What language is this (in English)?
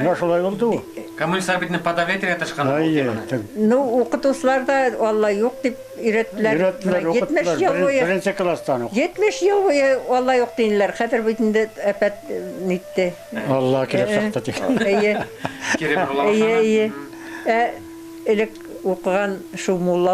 Bashkir